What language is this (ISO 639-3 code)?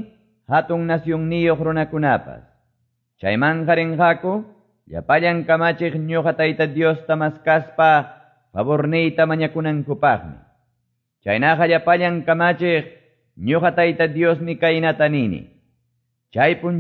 que